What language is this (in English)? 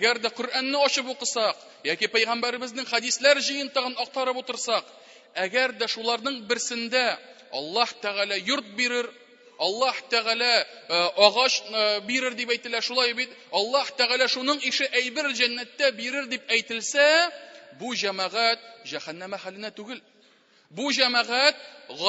Tatar